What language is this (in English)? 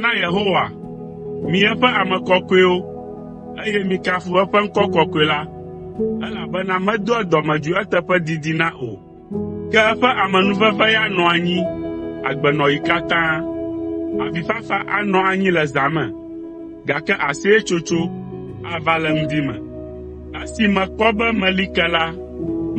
Ewe